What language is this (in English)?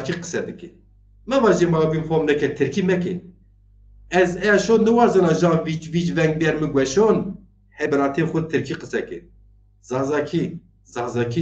Zaza